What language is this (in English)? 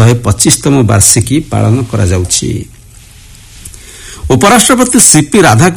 Odia